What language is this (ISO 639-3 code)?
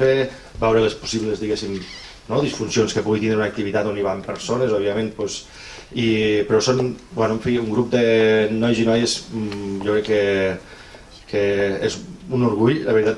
cat